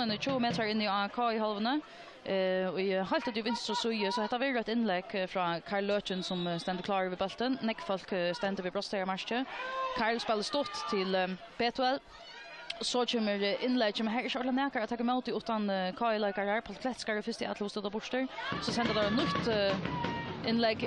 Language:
Faroese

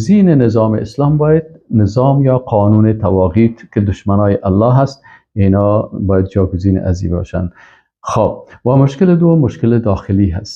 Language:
Persian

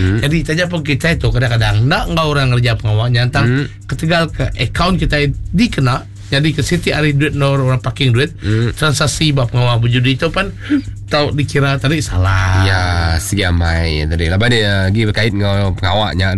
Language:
Iban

